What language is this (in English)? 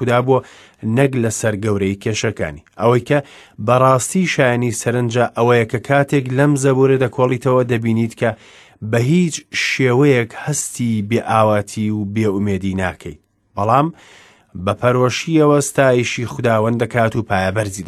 Central Kurdish